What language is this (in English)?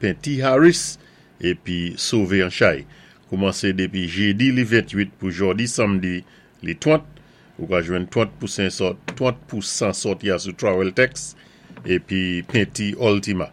Saint Lucian Creole French